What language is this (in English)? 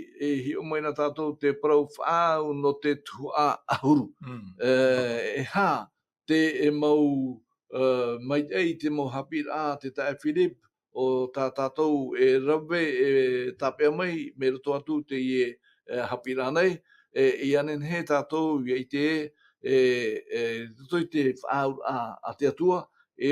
Tahitian